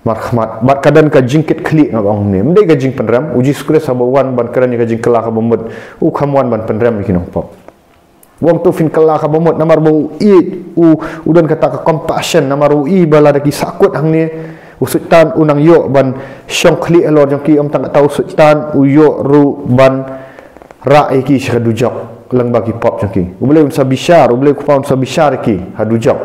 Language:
Khasi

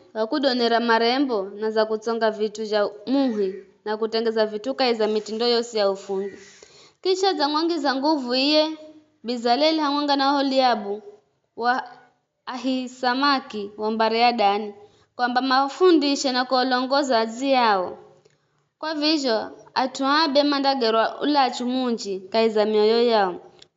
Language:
Giryama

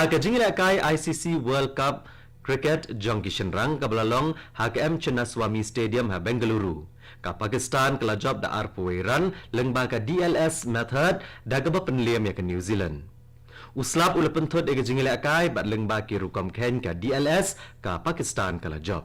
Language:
Khasi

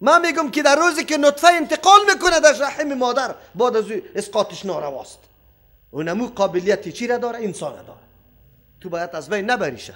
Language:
Persian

